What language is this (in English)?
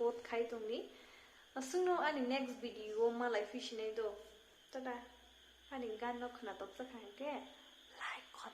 Kok Borok